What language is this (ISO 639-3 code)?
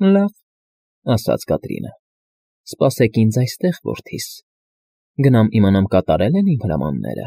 hye